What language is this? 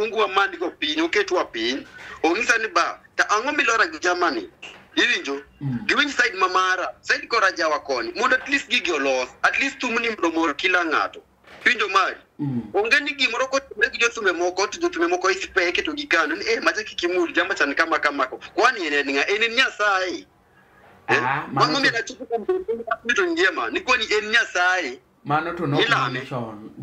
Luo (Kenya and Tanzania)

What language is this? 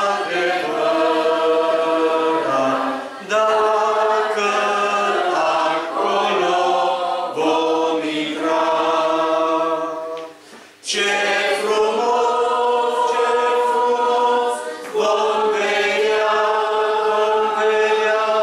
Romanian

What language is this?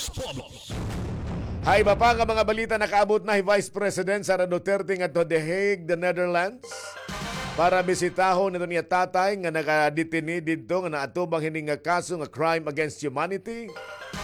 Waray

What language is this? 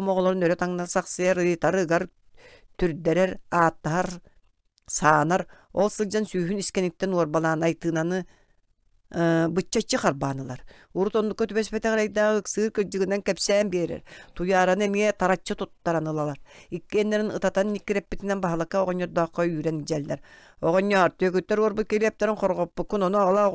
Yakut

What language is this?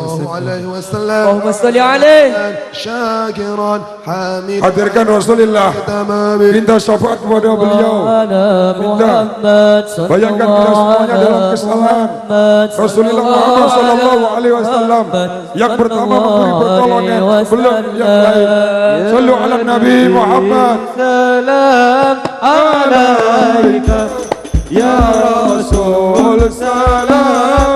Javanese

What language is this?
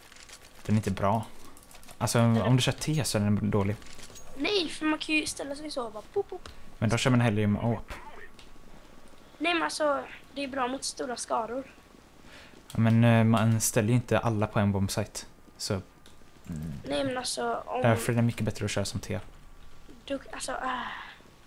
Swedish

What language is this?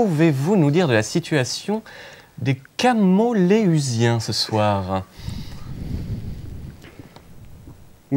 French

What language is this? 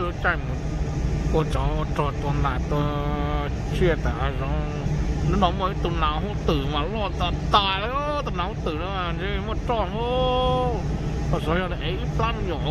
Hmong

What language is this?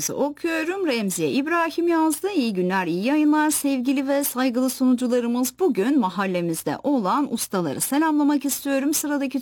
Turkish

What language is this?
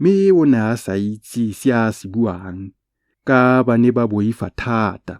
Tswana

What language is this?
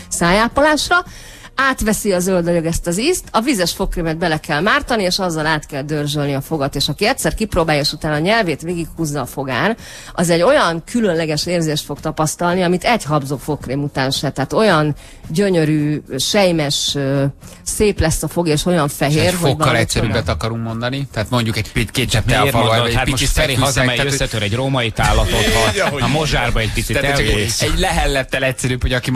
Hungarian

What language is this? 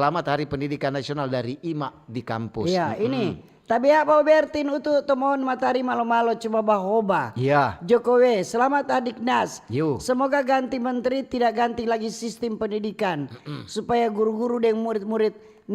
Manado Malay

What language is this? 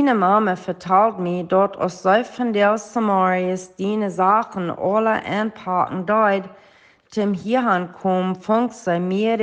Plautdietsch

